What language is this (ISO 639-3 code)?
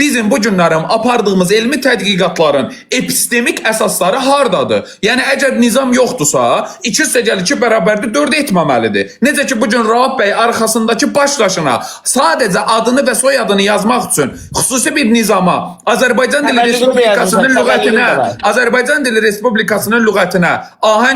aze